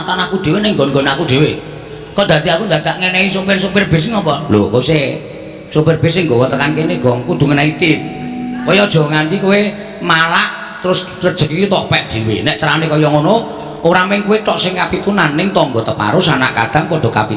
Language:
Javanese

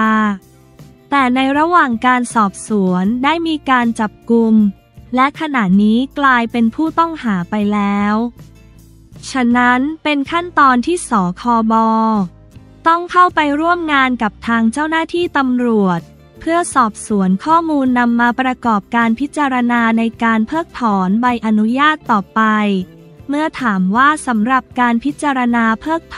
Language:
Thai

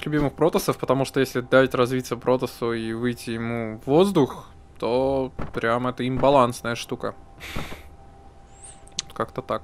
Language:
Russian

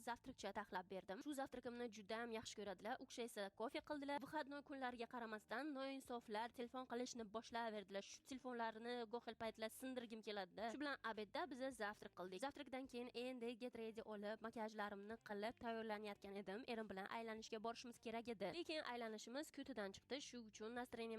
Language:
Uzbek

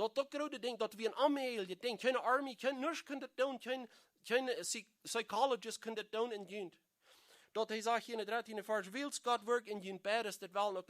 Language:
Plautdietsch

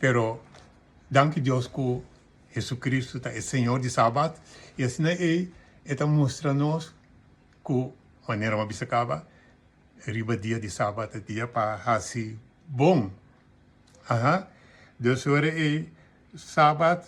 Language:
Papiamento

